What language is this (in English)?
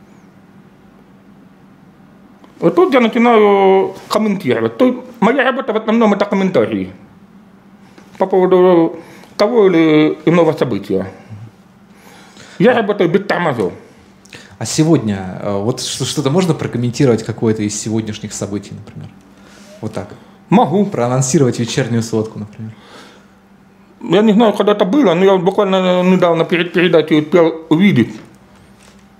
Russian